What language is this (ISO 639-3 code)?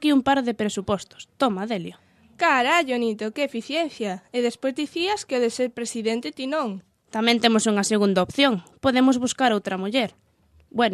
glg